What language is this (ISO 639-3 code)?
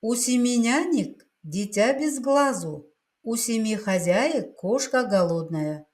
kaz